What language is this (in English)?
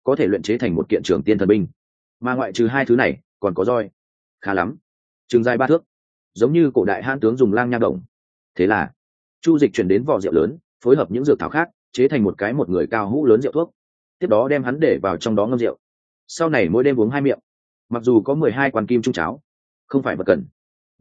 Vietnamese